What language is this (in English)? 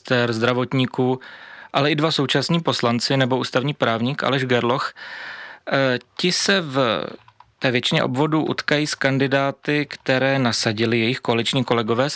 Czech